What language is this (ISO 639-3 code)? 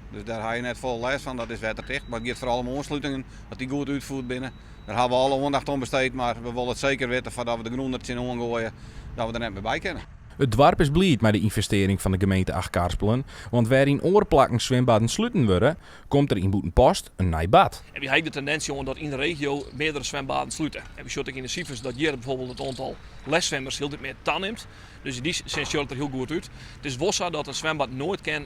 fry